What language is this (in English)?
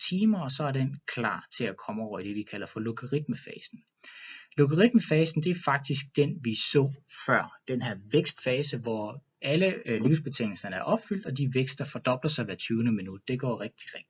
Danish